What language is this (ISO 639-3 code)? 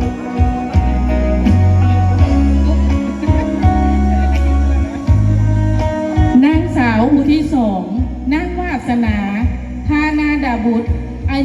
lao